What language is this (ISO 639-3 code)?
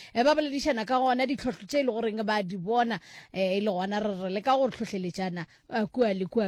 nso